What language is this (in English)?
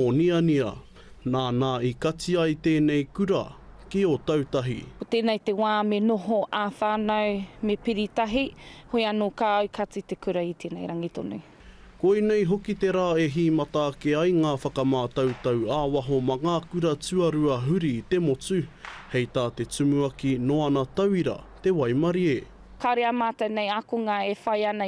Māori